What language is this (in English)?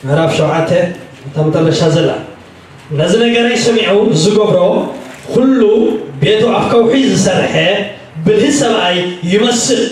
Tigrinya